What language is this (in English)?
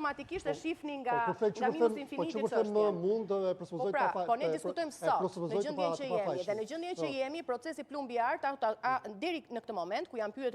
Albanian